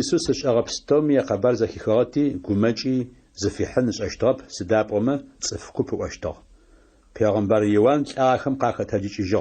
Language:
Adyghe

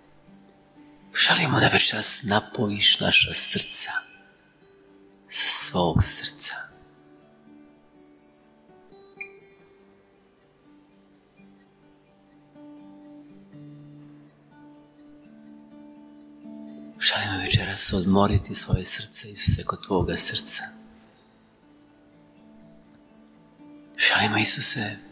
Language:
Croatian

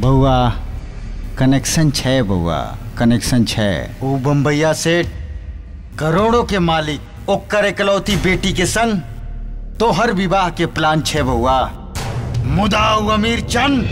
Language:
Maithili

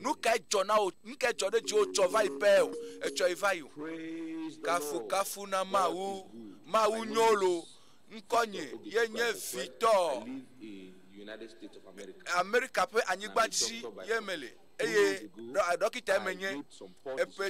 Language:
Ewe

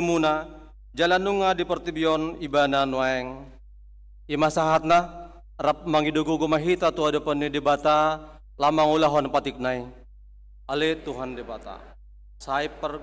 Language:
Batak Toba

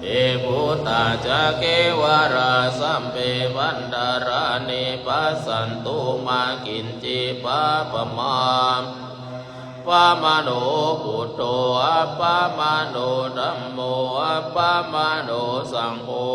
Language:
Pali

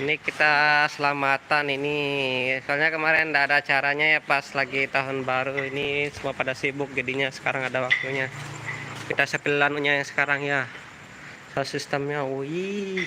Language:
Sasak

